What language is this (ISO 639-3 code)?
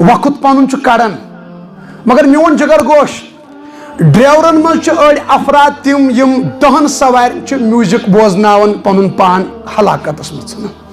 kas